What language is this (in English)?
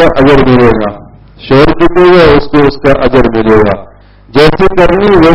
Urdu